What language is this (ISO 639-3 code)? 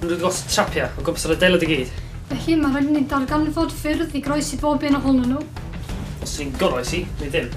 cym